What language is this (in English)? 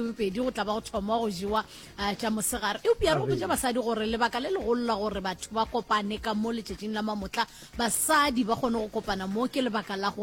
Northern Sotho